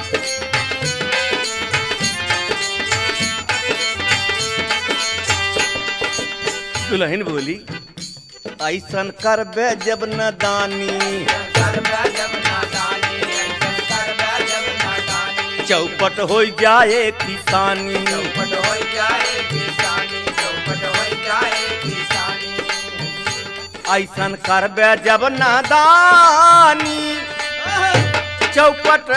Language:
Bhojpuri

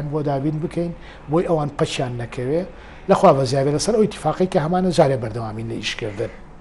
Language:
Central Kurdish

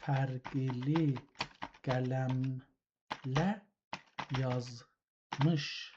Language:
South Azerbaijani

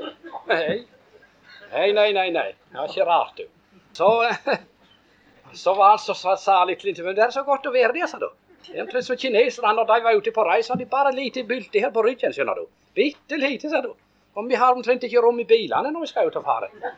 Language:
Norwegian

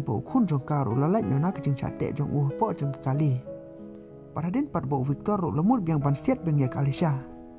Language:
Khasi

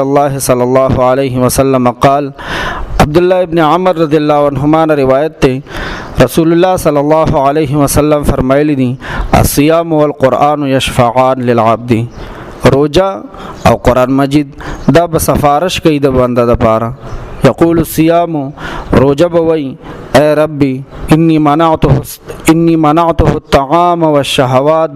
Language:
Pashto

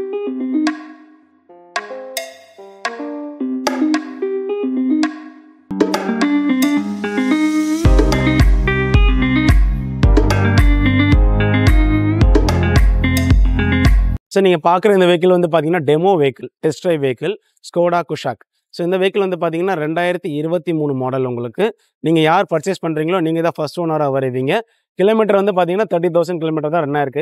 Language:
Tamil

